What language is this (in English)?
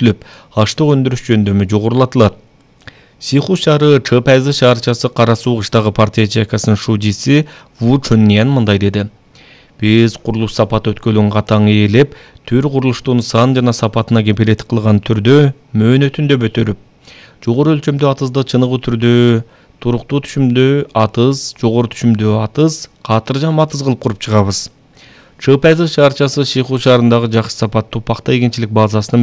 Kyrgyz